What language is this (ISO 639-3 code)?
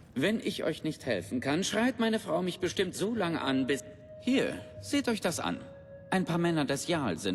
bar